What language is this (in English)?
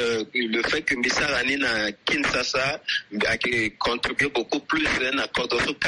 Sango